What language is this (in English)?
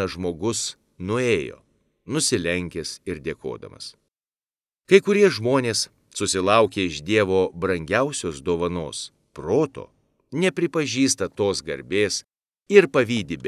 Lithuanian